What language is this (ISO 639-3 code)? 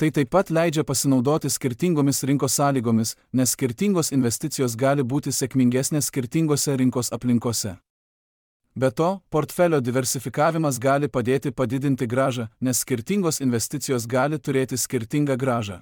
lit